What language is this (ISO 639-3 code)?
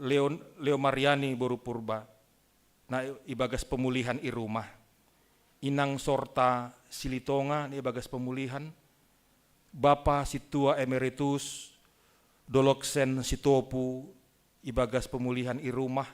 bts